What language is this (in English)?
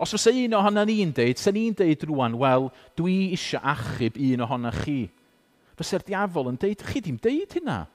Welsh